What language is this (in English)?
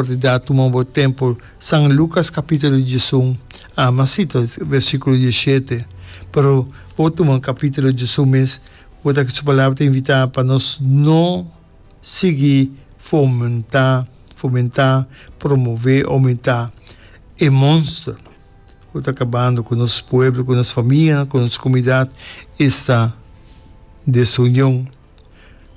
Papiamento